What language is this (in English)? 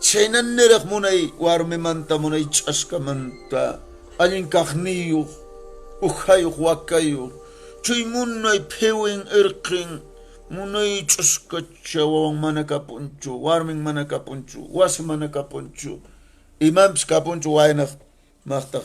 Quechua